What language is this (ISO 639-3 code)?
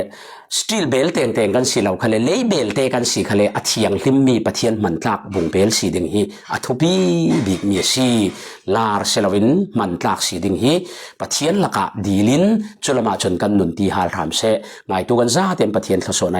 cfm